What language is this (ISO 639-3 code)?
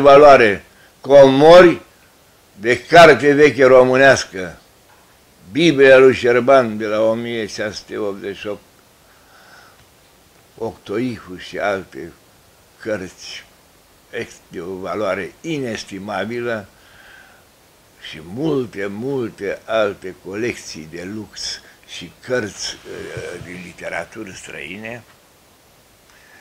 ron